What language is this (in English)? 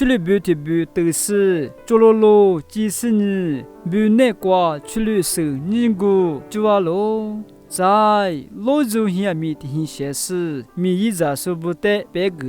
Lisu